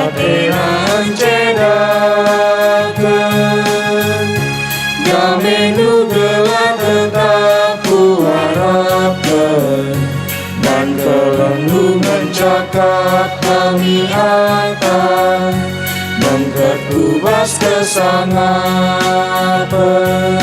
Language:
Batak Karo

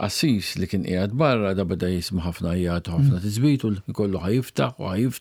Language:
Maltese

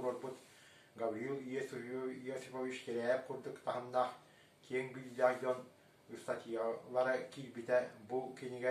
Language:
Yakut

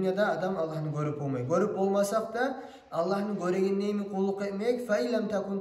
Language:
Kumyk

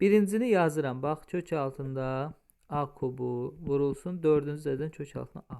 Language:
Azerbaijani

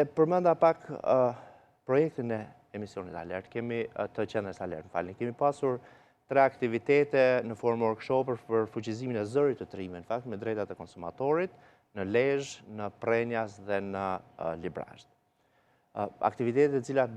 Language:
Albanian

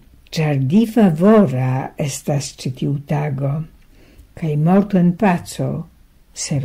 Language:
Esperanto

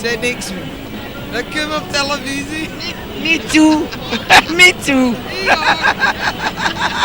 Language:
Limburgish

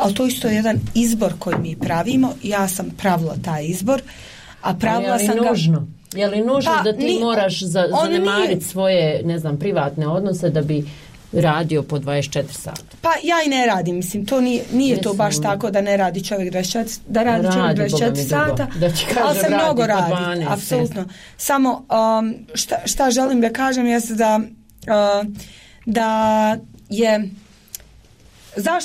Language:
Bosnian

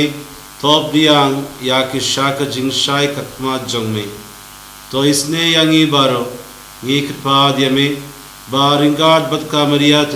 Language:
Khasi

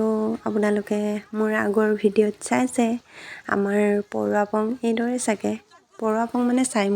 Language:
Assamese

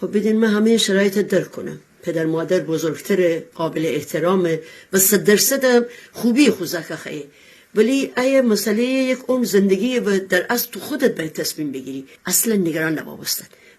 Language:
Gilaki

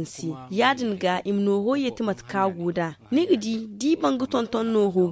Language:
Zarma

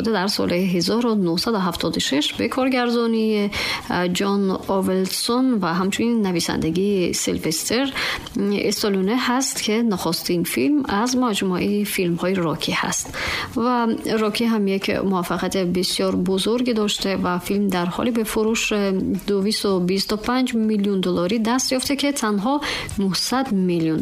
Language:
Tajik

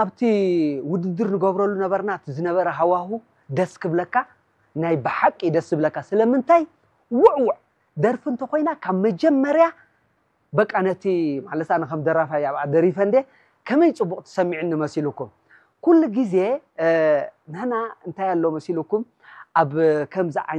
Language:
Tigrinya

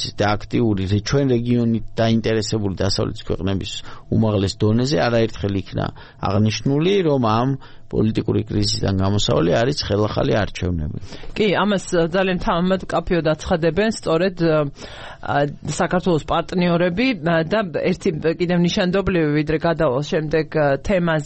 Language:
Georgian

